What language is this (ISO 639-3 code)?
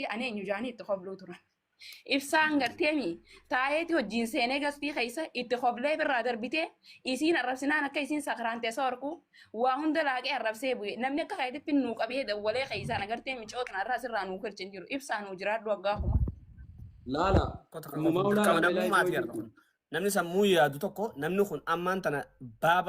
orm